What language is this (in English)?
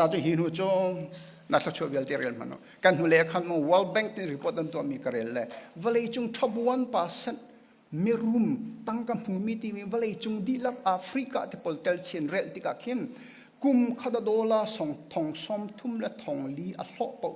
Hakha Chin